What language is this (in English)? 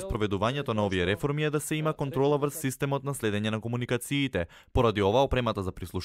Macedonian